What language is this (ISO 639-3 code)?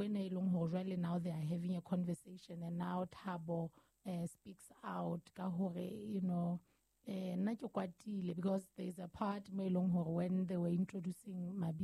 sot